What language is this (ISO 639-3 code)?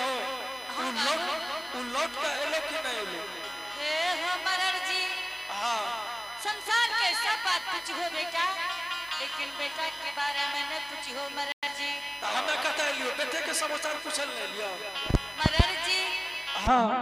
anp